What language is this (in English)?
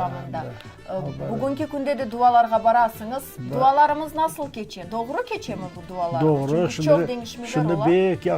Crimean Tatar